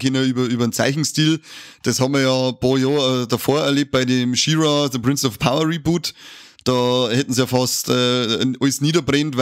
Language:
Bavarian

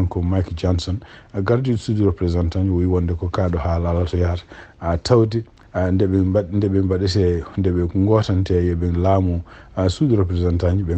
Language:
Fula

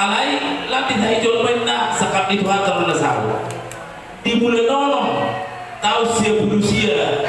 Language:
Batak Toba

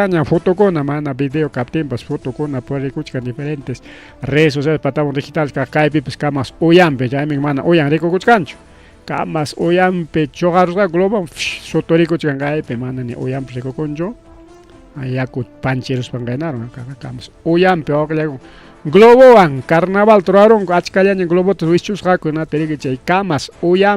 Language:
Ayacucho Quechua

